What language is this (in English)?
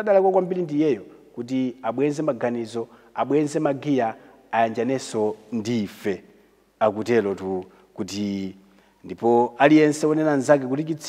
Nyanja